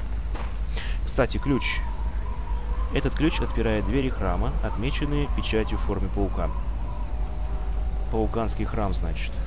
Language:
Russian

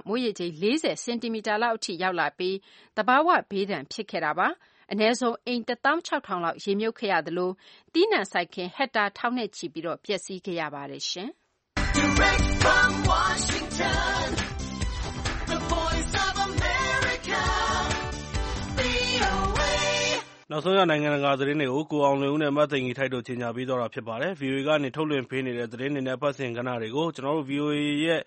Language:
Burmese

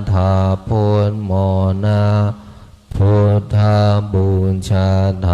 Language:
Pali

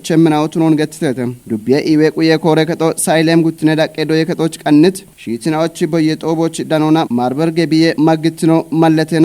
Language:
Kafa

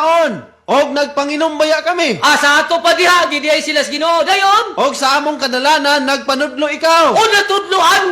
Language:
Cebuano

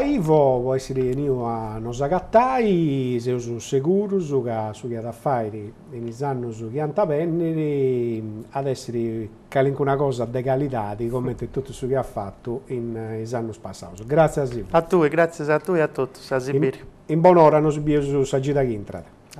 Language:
Sardinian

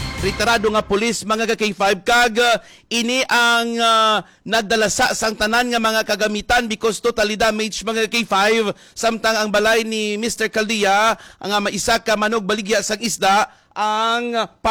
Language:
Hiligaynon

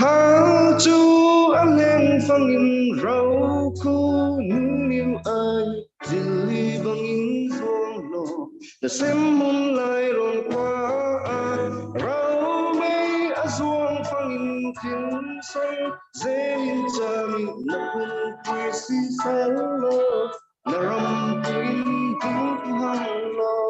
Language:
Falam Chin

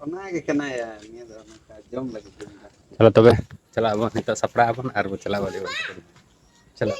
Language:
Santali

